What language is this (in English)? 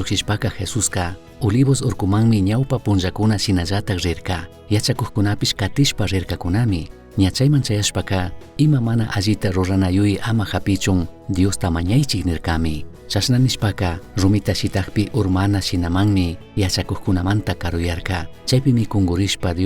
Chimborazo Highland Quichua